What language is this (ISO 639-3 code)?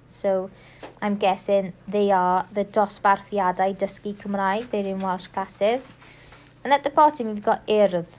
eng